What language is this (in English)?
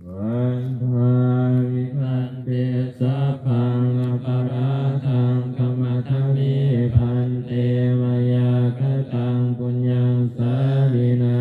Pali